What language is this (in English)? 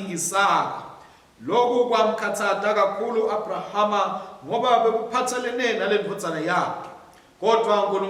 Swati